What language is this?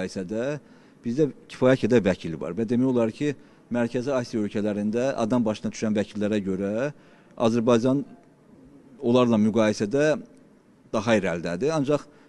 Azerbaijani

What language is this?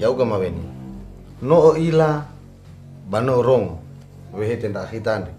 Nias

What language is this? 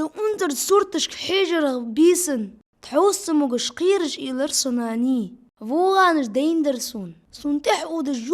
Ingush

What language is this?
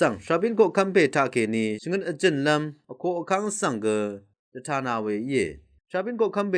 Rawang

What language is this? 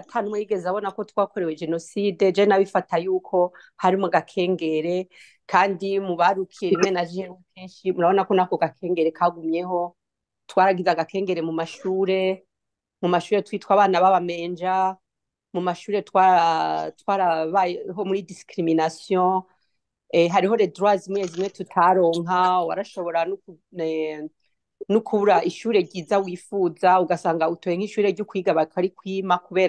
Rundi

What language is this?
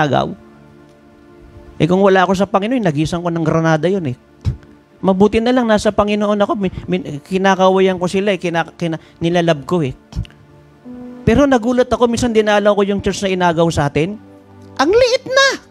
Filipino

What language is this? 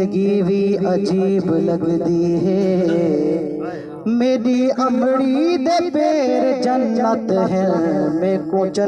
Saraiki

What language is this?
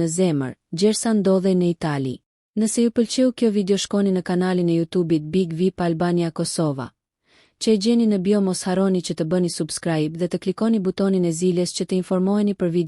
Albanian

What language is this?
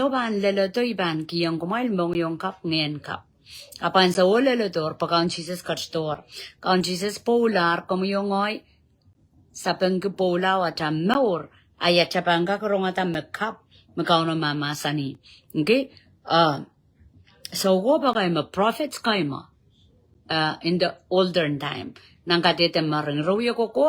Pohnpeian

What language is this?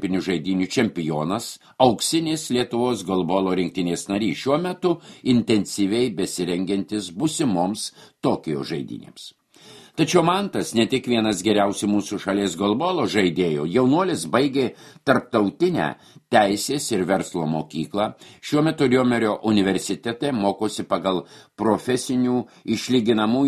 Lithuanian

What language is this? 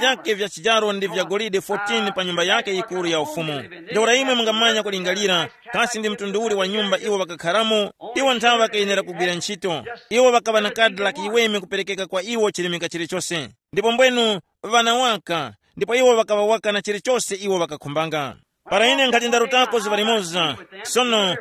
Tumbuka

